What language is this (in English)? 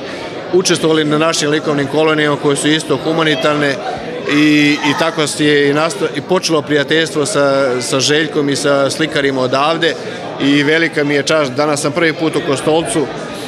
Serbian